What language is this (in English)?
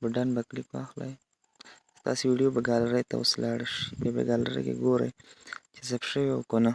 Pashto